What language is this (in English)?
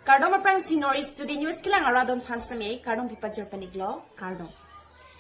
Karbi